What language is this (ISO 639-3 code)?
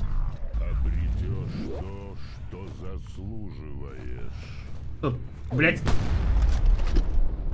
rus